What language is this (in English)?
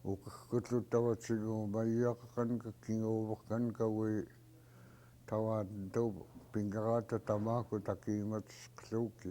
Central Yupik